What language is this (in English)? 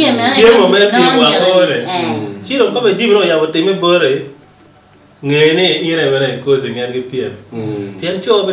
Acoli